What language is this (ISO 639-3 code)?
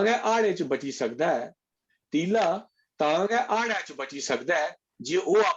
doi